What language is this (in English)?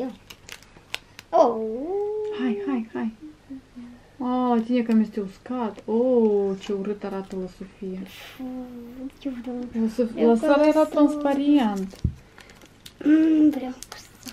Romanian